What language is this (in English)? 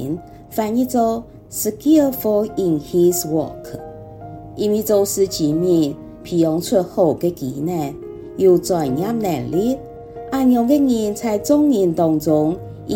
Hakka Chinese